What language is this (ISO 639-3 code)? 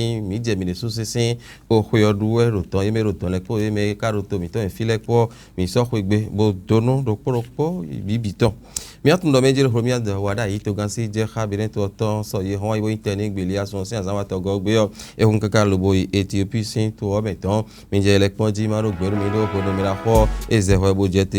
fon